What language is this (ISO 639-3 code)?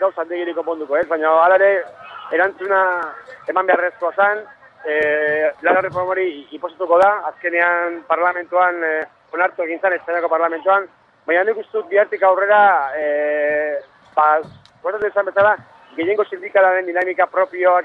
eus